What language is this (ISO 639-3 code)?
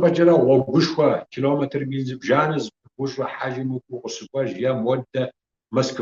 kbd